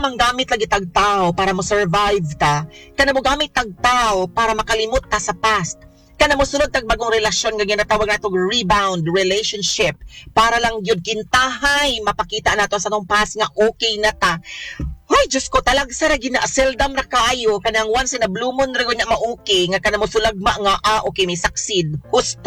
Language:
Cebuano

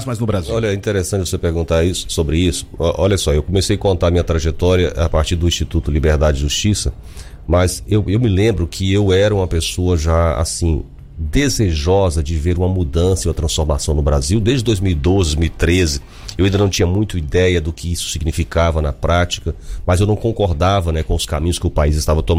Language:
Portuguese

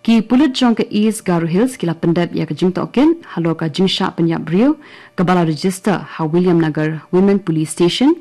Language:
Khasi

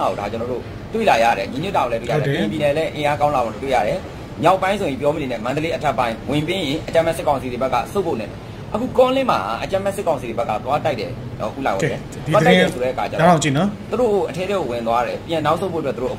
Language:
Burmese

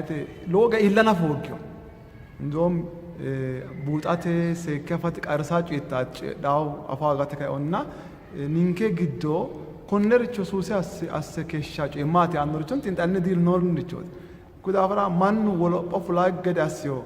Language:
Sidamo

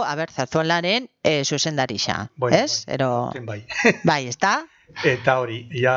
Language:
Basque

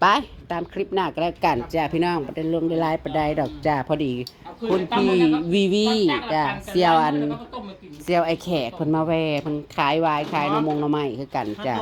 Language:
Northeastern Thai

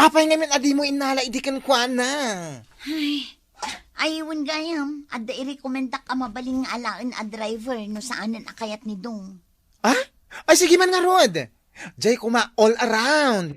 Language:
Iloko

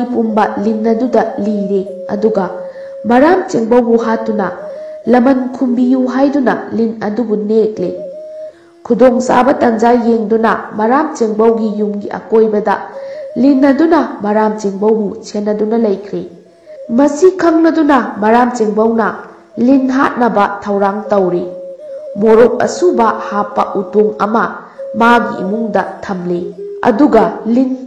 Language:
Manipuri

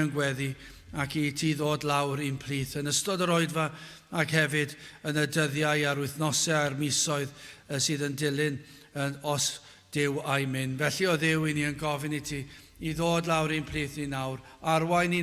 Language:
Welsh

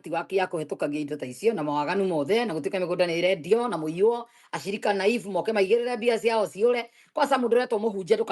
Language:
Kikuyu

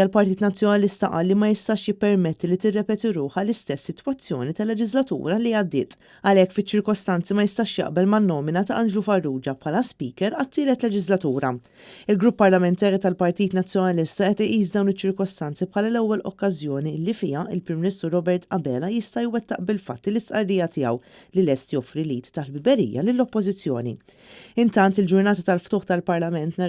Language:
Maltese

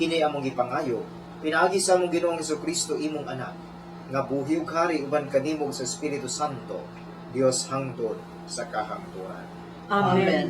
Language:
Cebuano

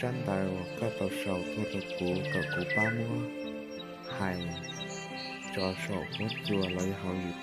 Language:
Hmong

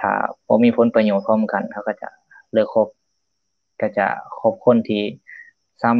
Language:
Lao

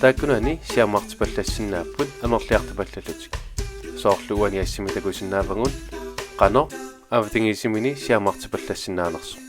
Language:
Kalaallisut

